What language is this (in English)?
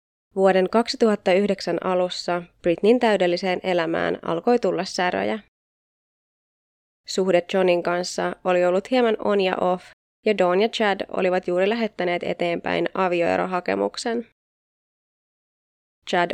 Finnish